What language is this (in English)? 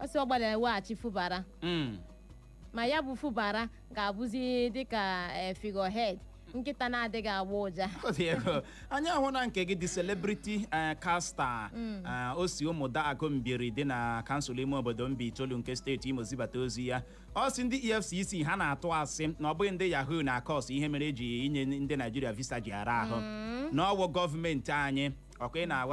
Igbo